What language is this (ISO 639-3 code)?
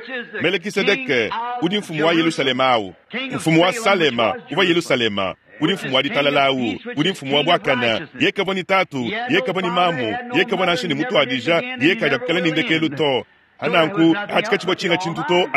lua